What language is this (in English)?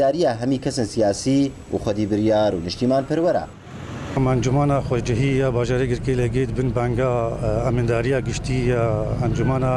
Kurdish